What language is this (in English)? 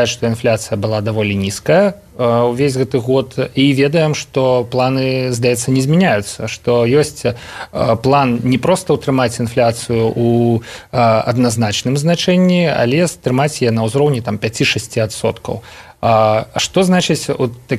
Belarusian